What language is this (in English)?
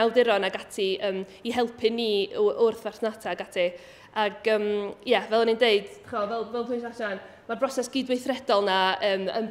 Welsh